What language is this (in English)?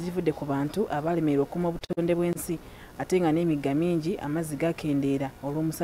Ganda